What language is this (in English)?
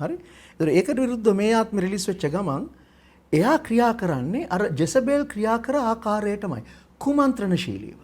Sinhala